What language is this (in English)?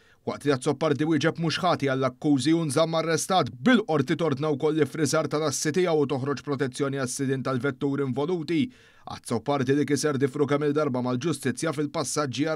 Maltese